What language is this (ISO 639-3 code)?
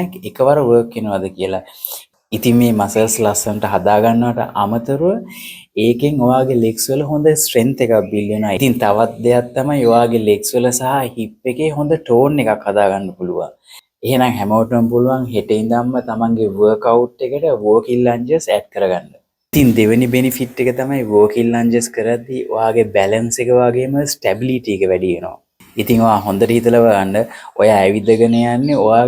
sin